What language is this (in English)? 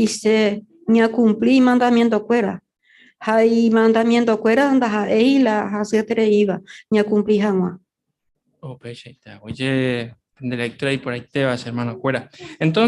Guarani